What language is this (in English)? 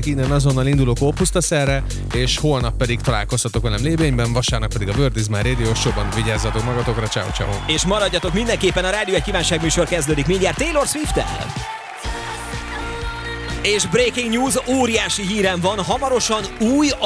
Hungarian